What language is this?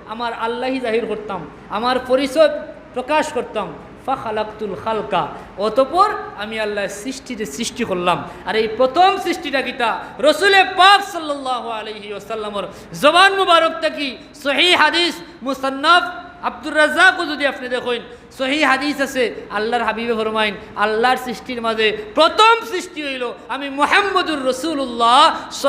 Sylheti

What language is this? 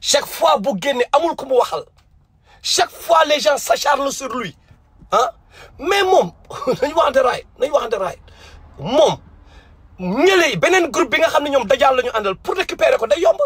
Wolof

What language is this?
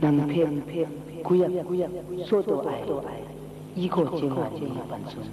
Kachin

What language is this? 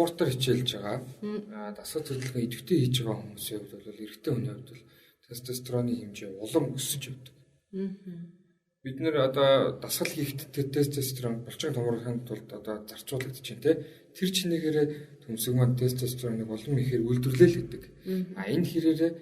Mongolian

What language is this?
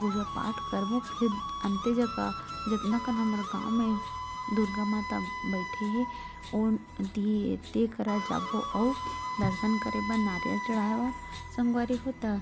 Chhattisgarhi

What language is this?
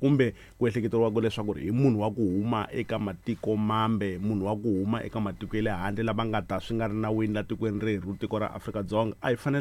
Tsonga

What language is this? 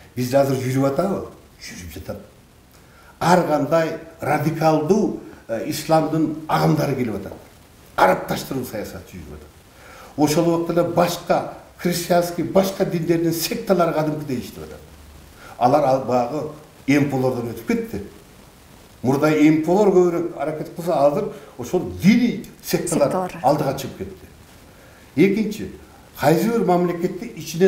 Kyrgyz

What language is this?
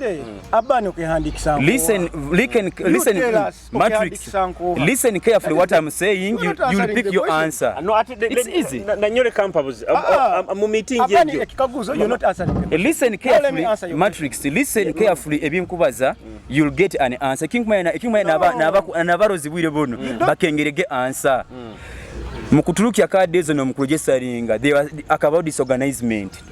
Nyoro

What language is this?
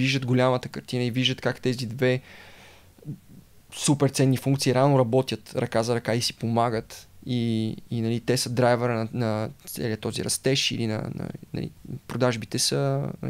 Bulgarian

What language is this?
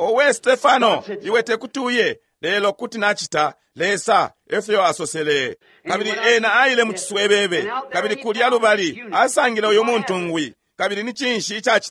Bemba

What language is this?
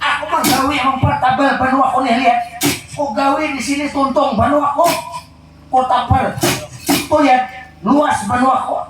Banjar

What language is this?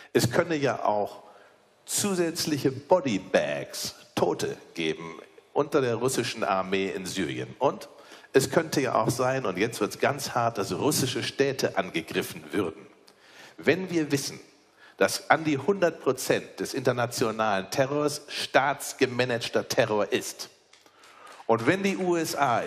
German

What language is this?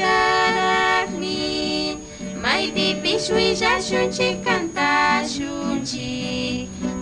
Chimborazo Highland Quichua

